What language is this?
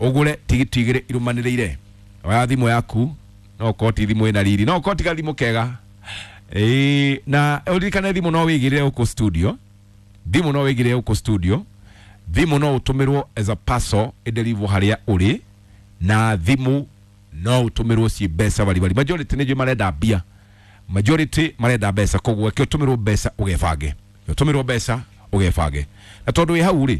Kikuyu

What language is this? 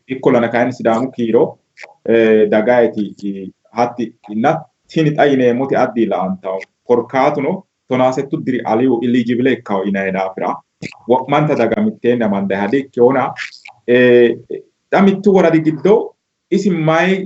Sidamo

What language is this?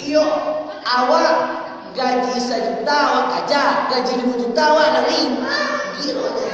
Minangkabau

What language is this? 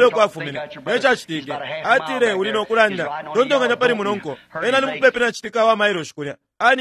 Bemba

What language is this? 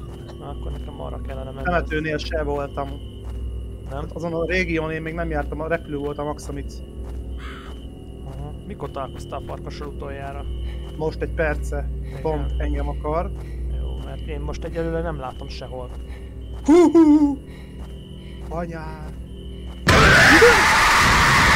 Hungarian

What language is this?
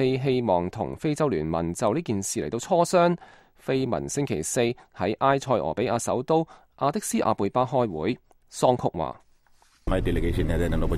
Cantonese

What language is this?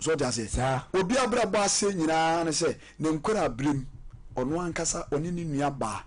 Akan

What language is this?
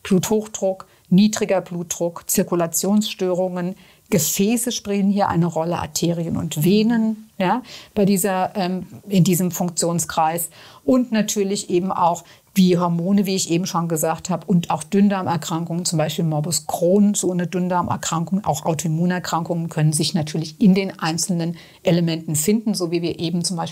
German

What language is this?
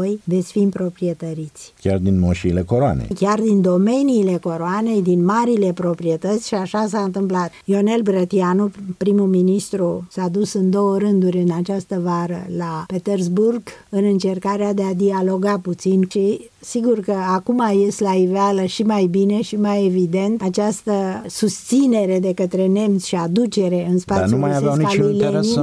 Romanian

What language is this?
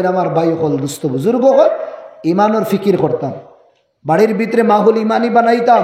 Sylheti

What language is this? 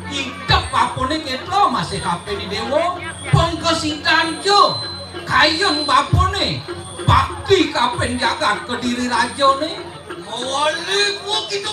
Balinese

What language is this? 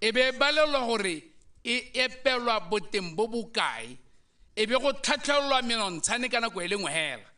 Tswana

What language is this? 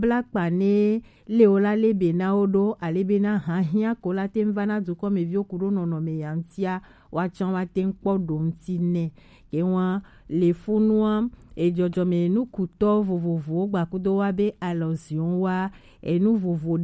Gen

